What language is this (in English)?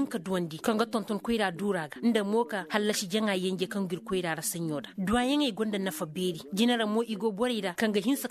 Koyraboro Senni